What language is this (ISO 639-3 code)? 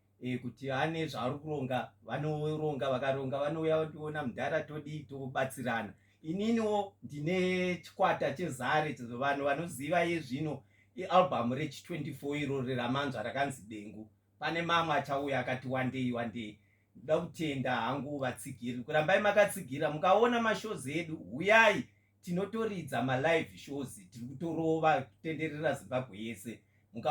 sna